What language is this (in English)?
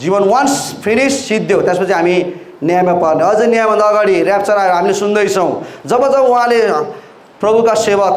Nepali